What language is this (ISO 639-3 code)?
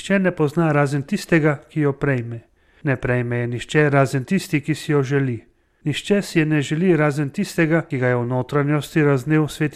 slv